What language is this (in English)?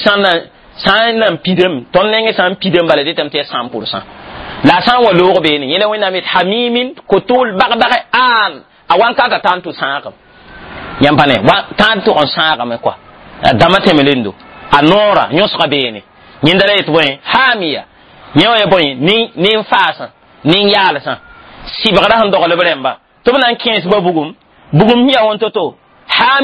Mossi